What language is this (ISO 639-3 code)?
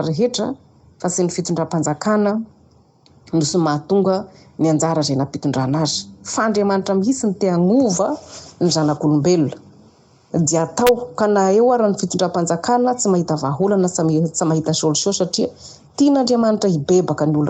mlg